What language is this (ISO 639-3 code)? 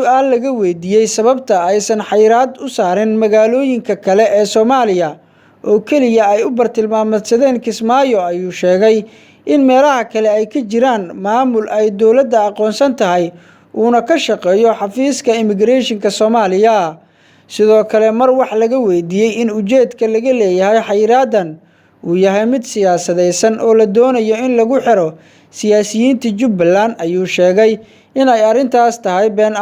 som